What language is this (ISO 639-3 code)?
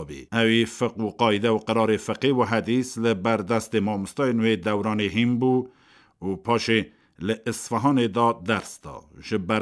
kur